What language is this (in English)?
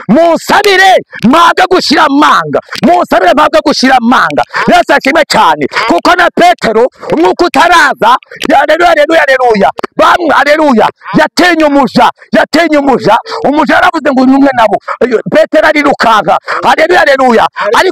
Kinyarwanda